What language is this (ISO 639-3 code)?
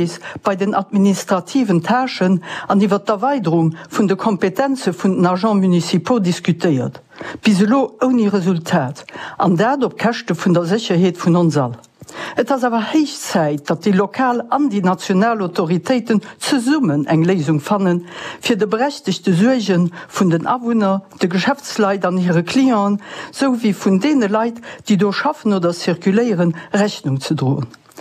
ltz